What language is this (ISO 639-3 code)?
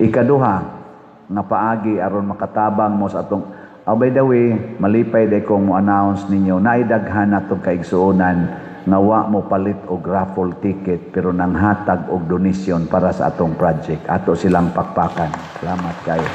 ceb